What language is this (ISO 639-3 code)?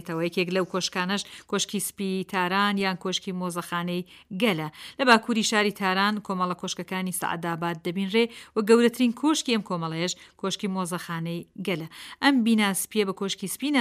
ckb